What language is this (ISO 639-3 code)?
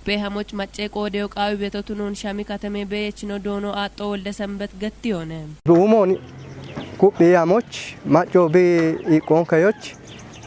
kbr